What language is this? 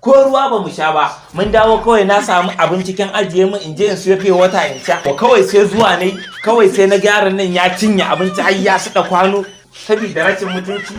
Hausa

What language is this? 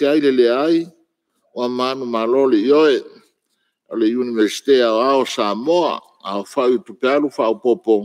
Samoan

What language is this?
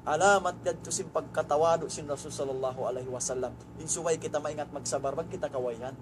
Tausug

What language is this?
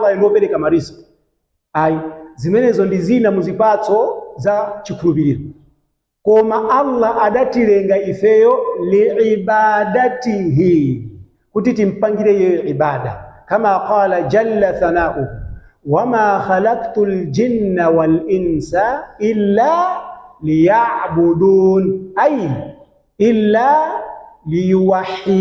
Nyanja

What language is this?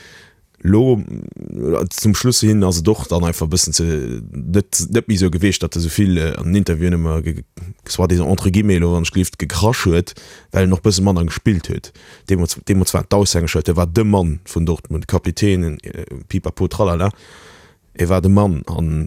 Luxembourgish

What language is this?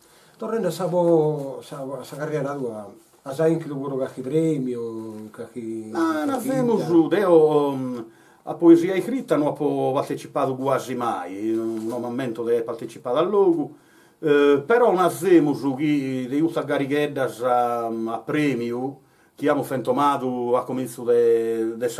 Sardinian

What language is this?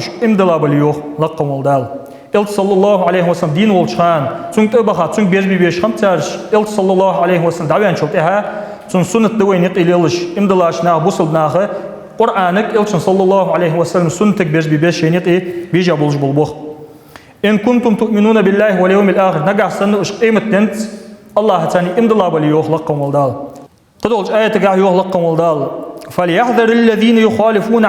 Ingush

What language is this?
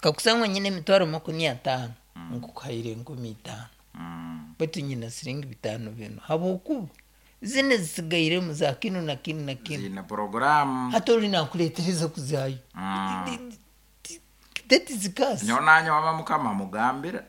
Nyoro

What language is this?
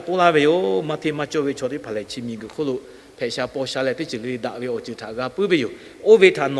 Lahu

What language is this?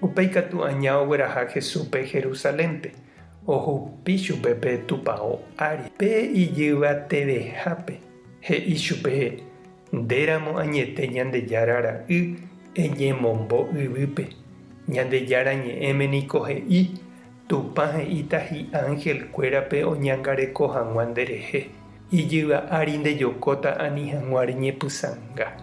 Guarani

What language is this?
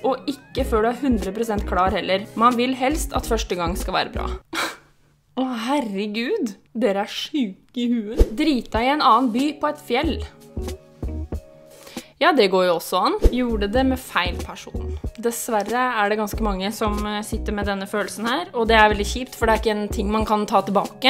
Norwegian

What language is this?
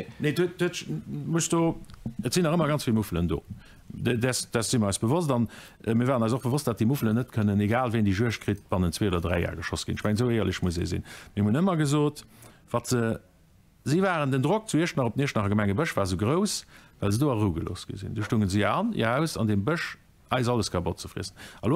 Luxembourgish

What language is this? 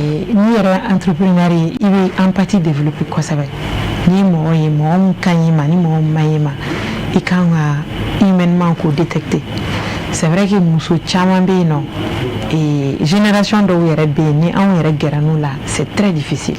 Bambara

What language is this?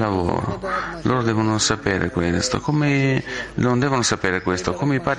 Italian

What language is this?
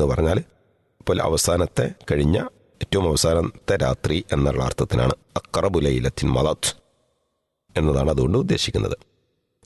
Malayalam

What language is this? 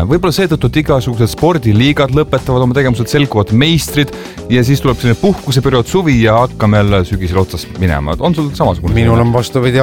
Estonian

